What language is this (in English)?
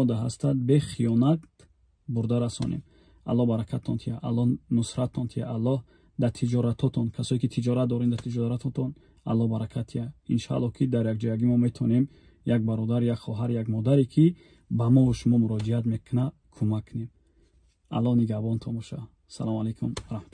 Tajik